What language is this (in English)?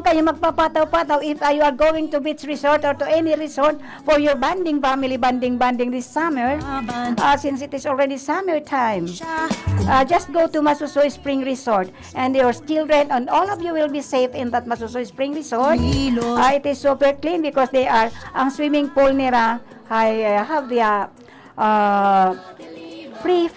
Bikol